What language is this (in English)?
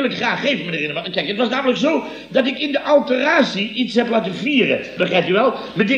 Dutch